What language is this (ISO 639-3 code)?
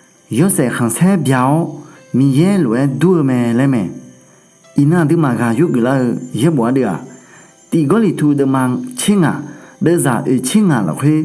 ahk